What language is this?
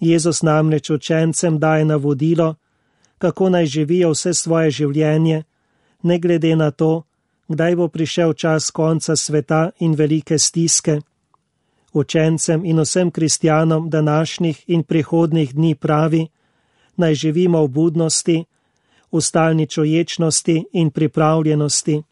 Slovenian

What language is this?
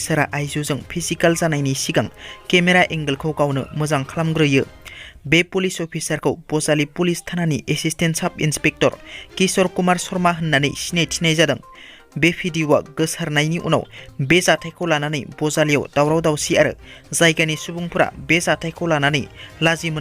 Bodo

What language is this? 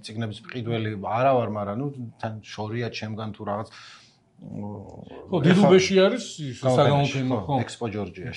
Georgian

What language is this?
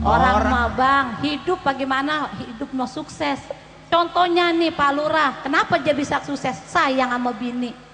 Betawi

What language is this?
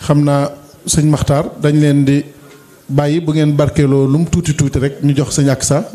Wolof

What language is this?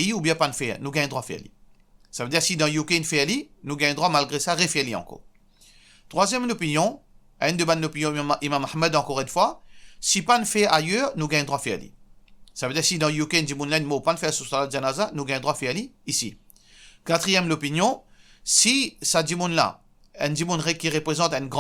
Morisyen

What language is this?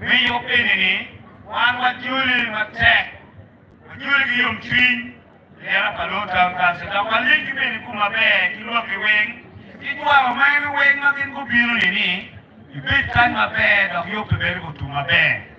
Acoli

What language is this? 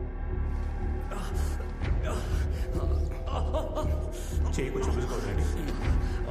Telugu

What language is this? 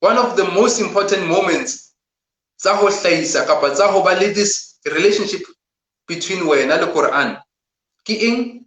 Southern Sotho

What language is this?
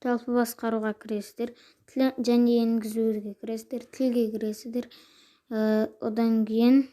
Kazakh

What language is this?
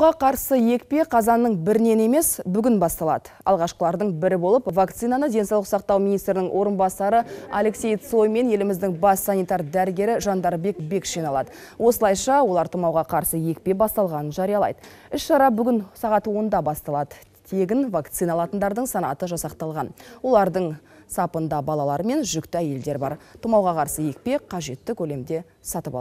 Kazakh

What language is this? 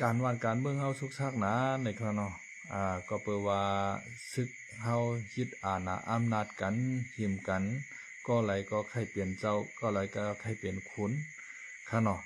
Shan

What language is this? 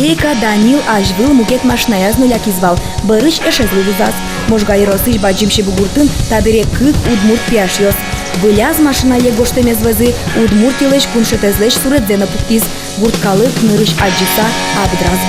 Udmurt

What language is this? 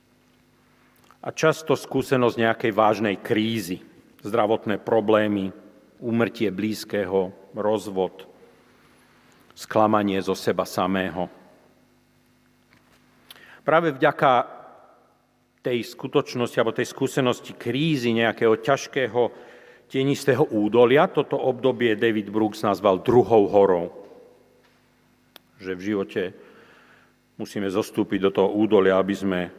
Slovak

